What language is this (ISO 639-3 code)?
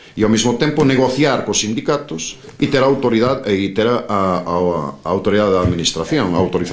glg